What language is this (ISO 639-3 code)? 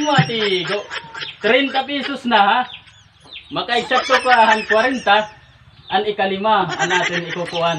war